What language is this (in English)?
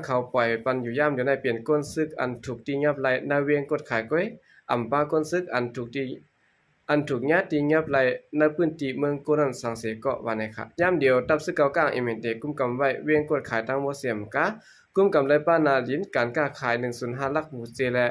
Shan